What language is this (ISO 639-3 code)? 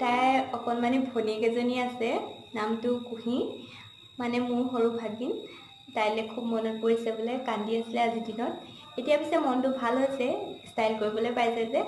asm